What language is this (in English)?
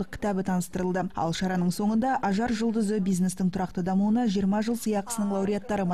Kazakh